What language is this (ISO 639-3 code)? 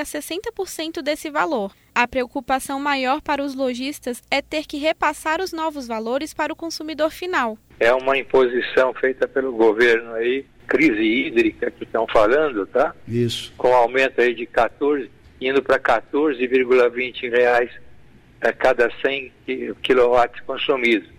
por